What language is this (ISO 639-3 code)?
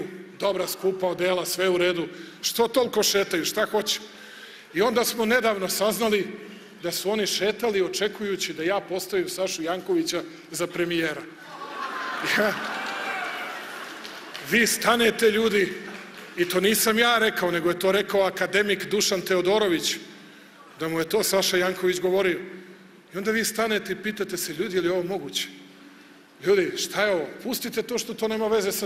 srp